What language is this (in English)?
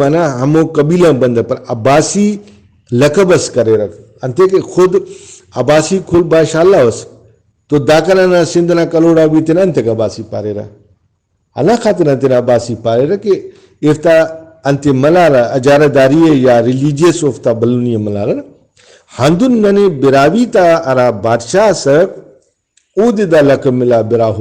Brahui